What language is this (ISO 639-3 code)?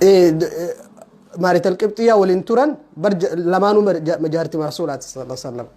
orm